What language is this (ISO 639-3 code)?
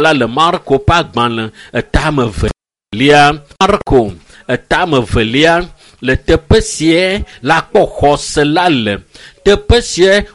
ewe